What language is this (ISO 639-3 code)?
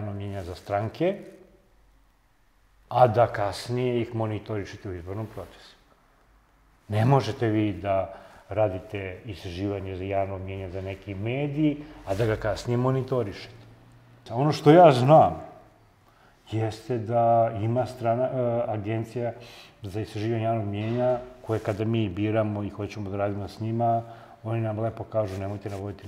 srp